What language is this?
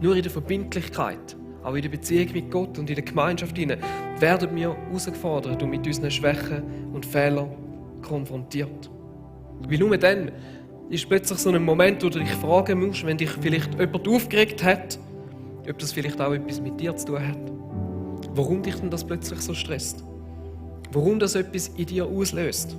Swiss German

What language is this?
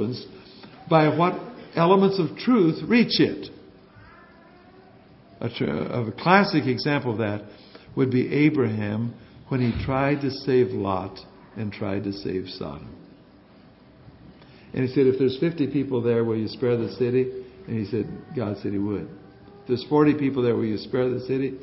English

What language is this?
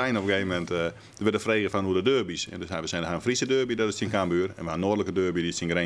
Western Frisian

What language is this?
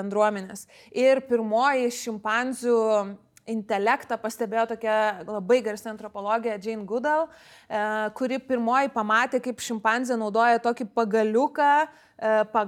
Lithuanian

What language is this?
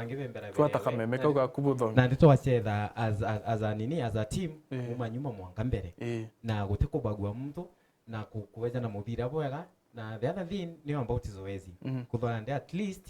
Meru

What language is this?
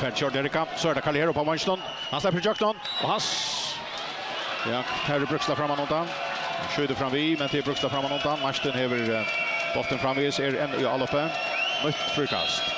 Faroese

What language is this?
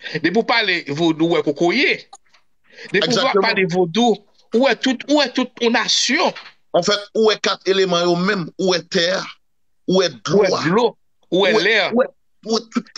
Haitian Creole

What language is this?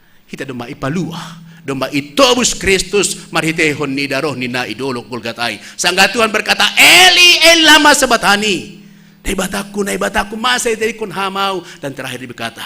Batak Simalungun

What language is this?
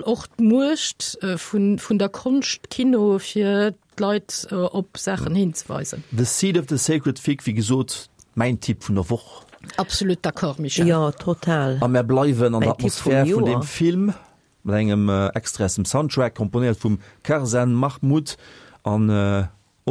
Luxembourgish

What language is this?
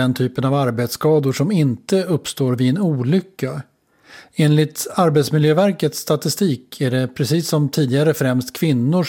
Swedish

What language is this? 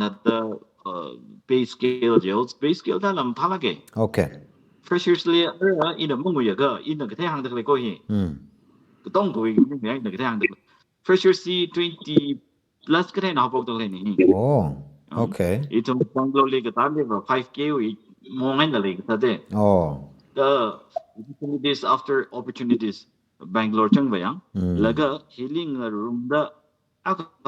Tangkhul Naga (India)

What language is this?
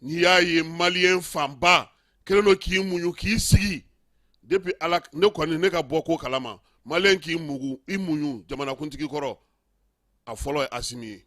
Bambara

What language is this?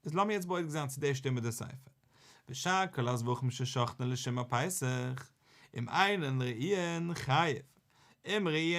Yiddish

